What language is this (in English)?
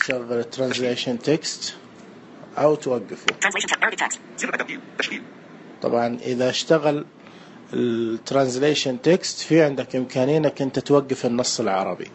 Najdi Arabic